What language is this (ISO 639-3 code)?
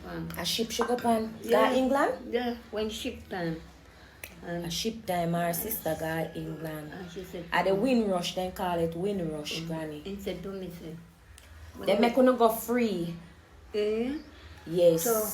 jam